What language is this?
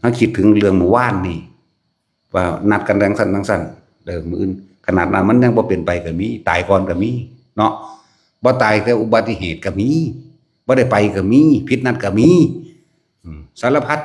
Northeastern Thai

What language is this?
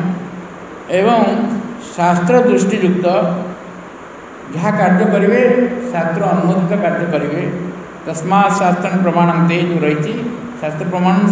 Odia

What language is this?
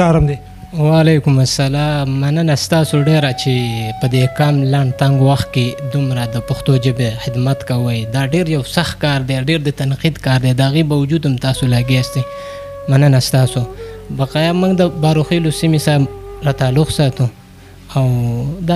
Pashto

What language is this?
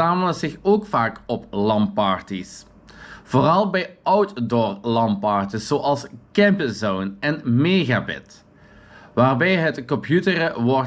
Dutch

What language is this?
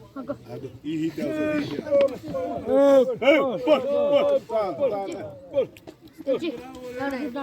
Xavánte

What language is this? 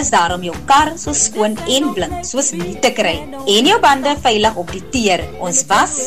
Afrikaans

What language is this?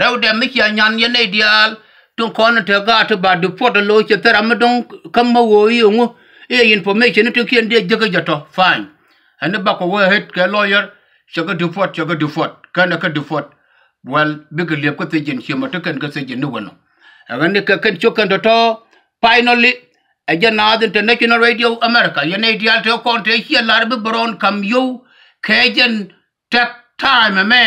Nuer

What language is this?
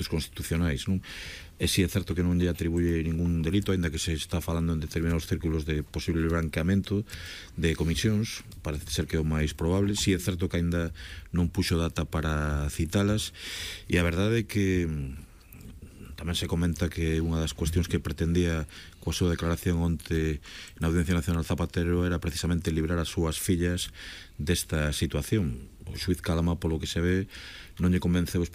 Galician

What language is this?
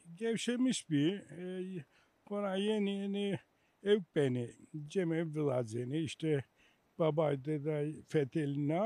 Zaza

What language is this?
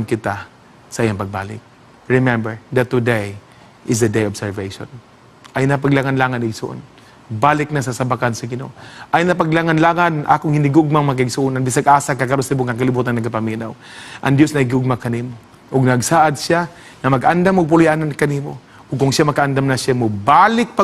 Cebuano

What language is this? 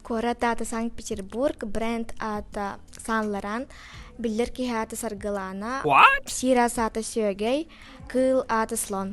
Yakut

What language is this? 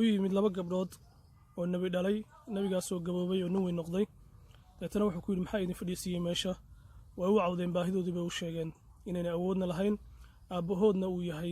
Somali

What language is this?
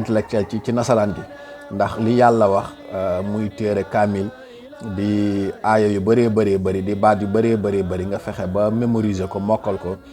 Wolof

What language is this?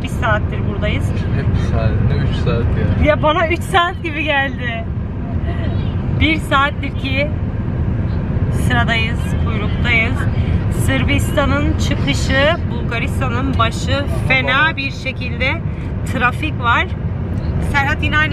Turkish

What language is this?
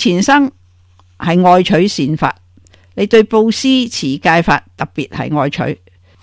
Cantonese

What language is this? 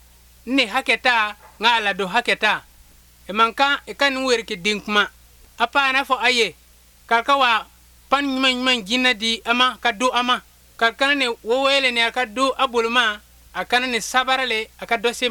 Bambara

